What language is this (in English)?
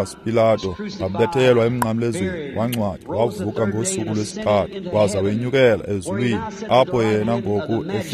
Xhosa